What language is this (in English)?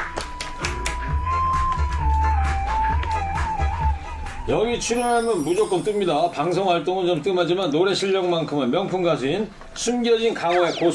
Korean